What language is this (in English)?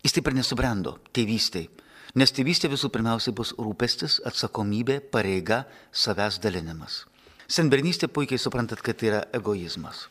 Lithuanian